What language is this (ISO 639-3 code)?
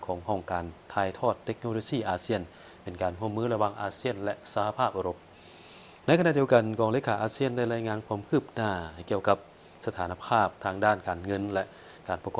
lao